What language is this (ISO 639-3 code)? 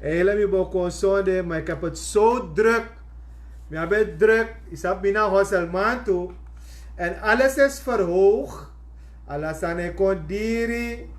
srn